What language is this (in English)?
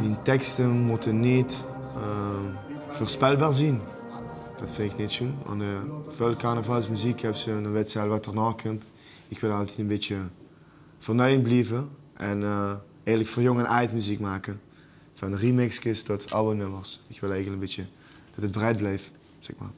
Limburgish